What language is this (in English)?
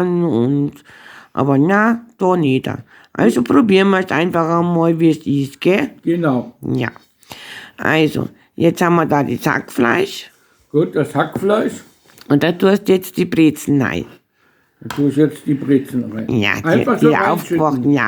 Bavarian